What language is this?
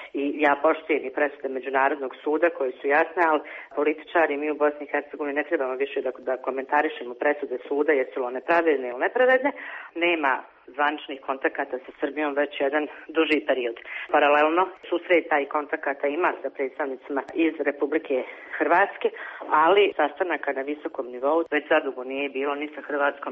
Bosnian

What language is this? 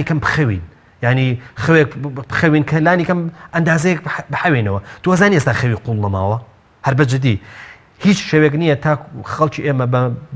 Central Kurdish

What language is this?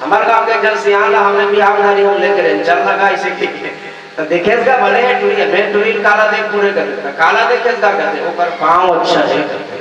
Chhattisgarhi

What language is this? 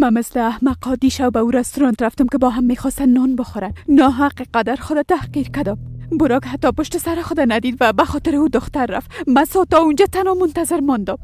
Persian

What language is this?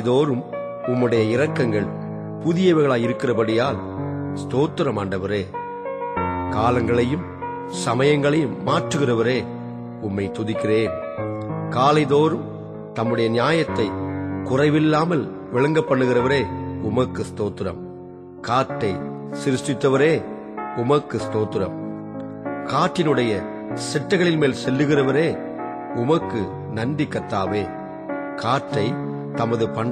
Tamil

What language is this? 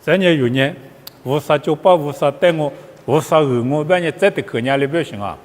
Lisu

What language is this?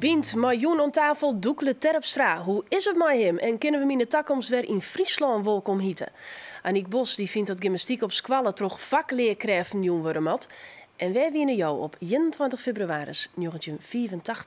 Western Frisian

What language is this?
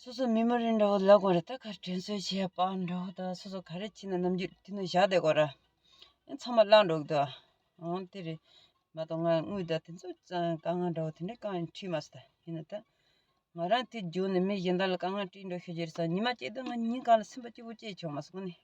Tibetan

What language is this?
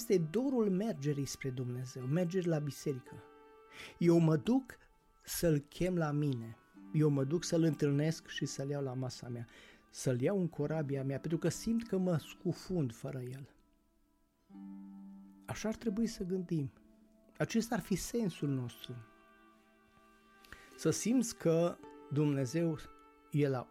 Romanian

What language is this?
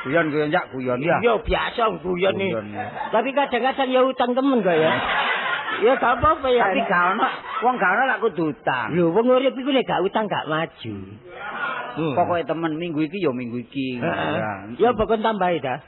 Javanese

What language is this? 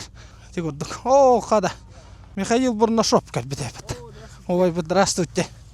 Yakut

